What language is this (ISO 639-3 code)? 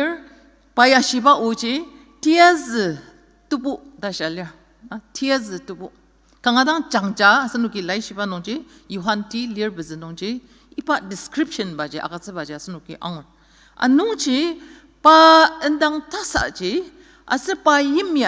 njo